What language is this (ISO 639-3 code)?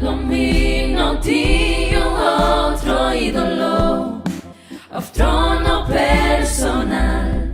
pap